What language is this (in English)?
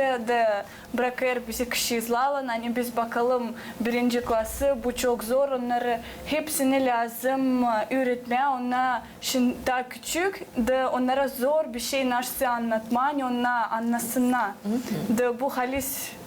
Gagauz